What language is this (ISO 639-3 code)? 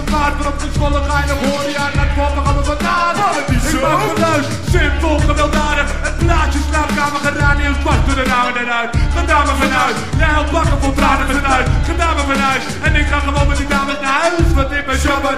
nld